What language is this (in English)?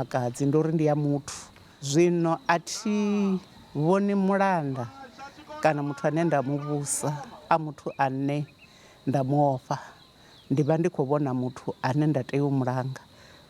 Venda